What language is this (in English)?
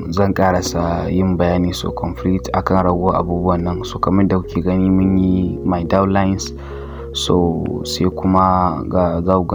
Hausa